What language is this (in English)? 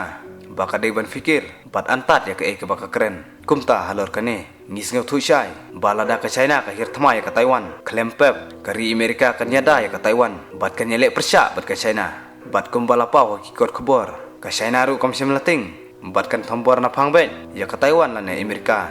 Khasi